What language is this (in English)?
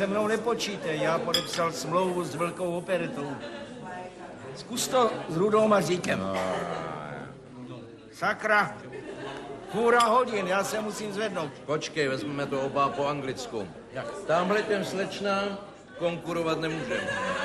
Czech